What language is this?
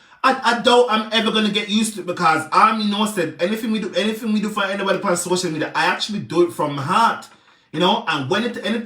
Jamaican Creole English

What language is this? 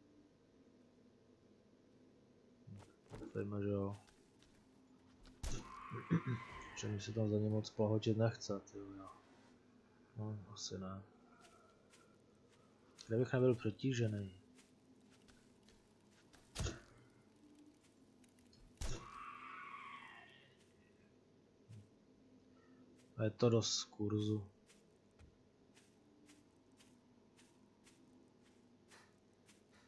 Czech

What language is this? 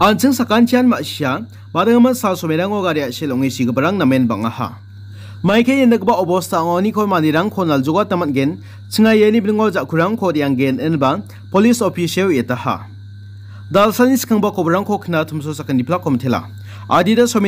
Garo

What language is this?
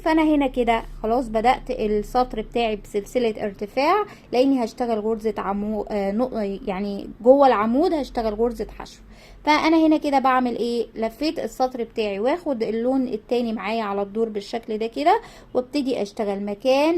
Egyptian Arabic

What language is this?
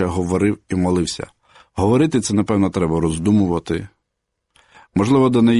Ukrainian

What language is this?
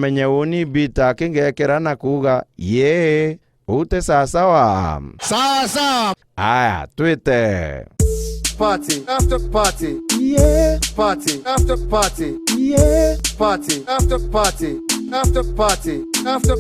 Meru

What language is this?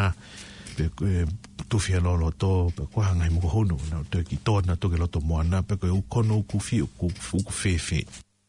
Tongan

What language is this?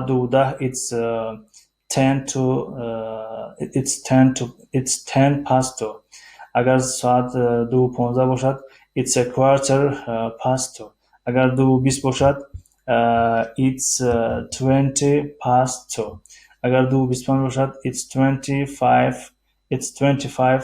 Tajik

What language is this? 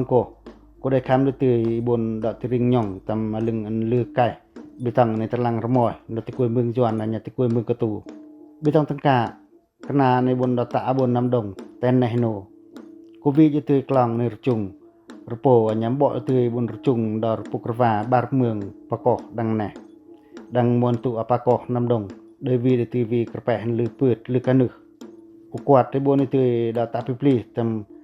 Pacoh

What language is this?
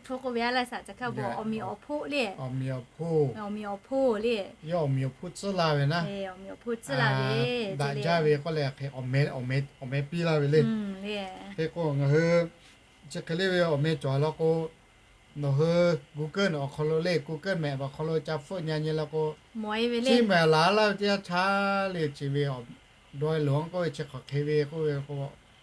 Lahu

